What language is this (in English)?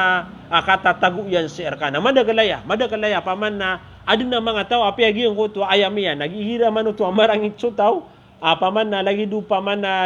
Maranao